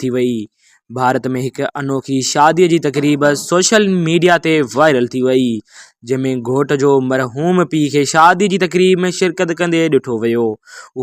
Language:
Sindhi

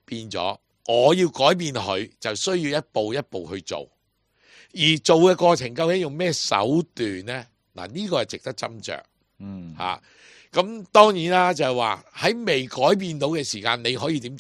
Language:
Cantonese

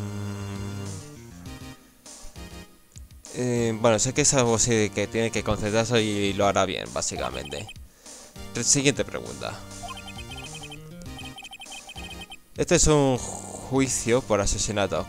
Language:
Spanish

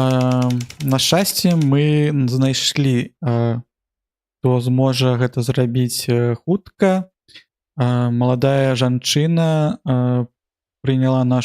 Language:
Belarusian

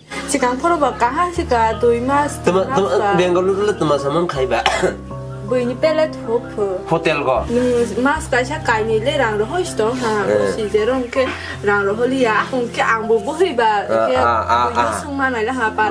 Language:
Kok Borok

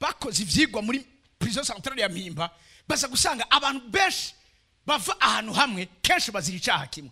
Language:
Rundi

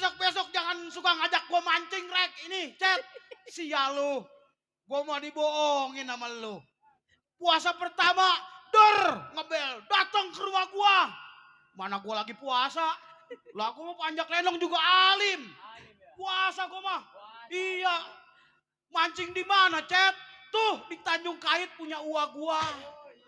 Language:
Betawi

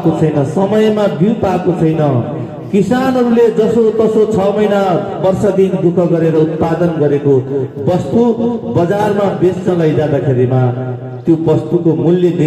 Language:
Nepali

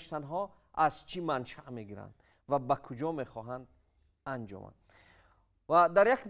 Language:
Tajik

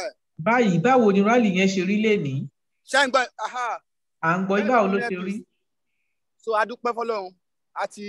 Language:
Yoruba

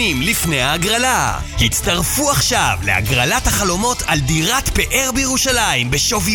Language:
Hebrew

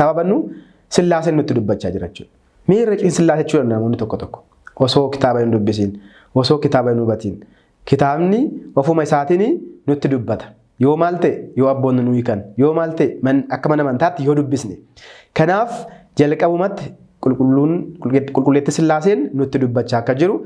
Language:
Oromo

